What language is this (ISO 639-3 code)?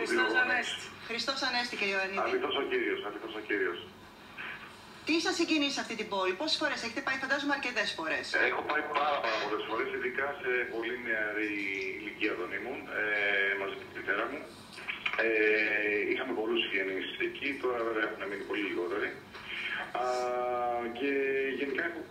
ell